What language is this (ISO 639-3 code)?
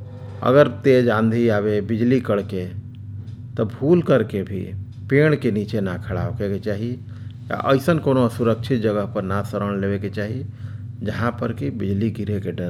bho